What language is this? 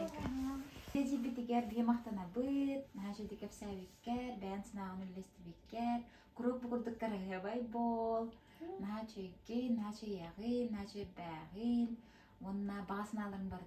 Yakut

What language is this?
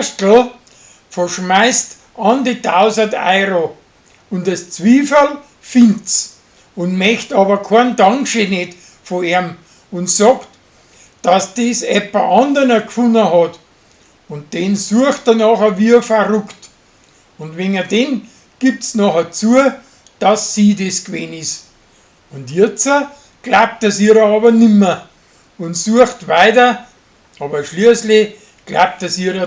Bavarian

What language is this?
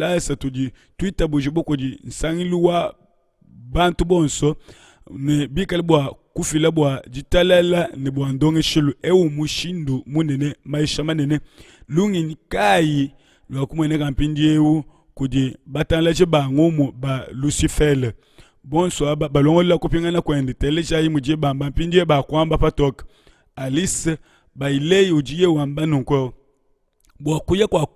Luba-Lulua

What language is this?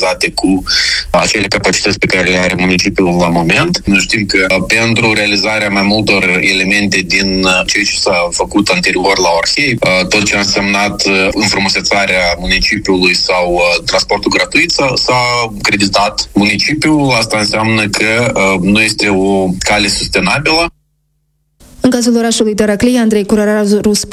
Romanian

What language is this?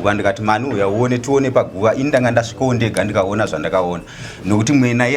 Shona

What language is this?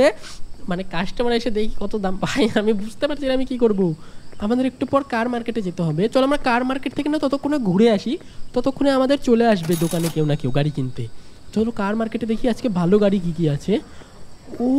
Bangla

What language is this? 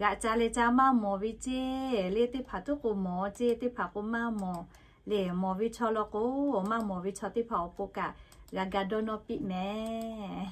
Lahu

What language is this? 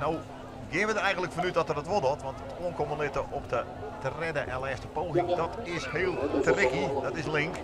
Western Frisian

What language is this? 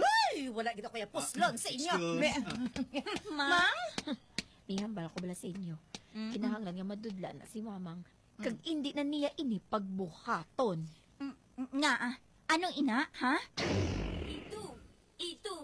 Hiligaynon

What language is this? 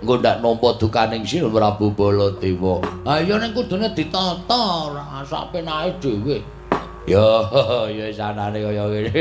Javanese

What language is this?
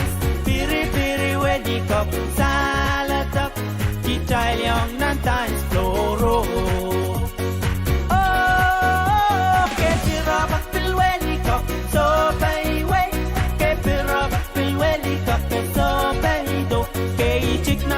Pohnpeian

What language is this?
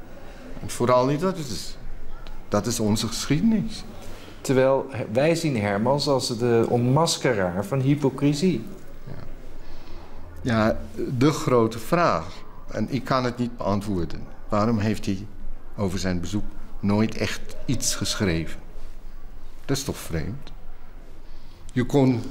Dutch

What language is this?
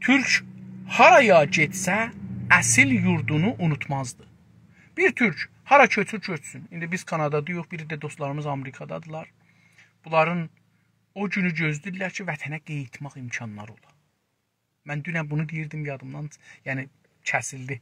South Azerbaijani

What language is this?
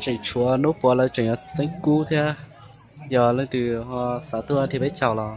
Hmong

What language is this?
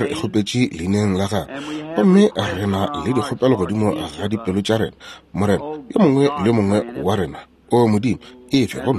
Northern Sotho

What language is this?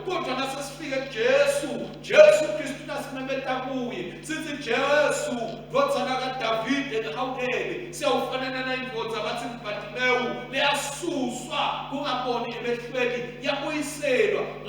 Swati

